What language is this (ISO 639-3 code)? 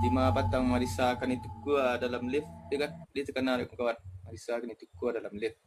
min